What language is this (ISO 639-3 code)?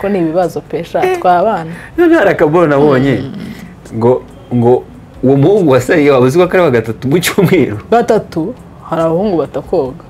kin